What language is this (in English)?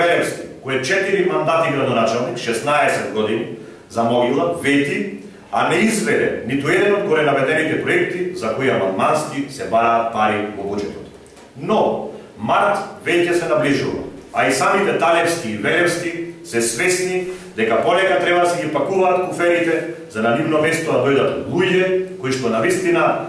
Macedonian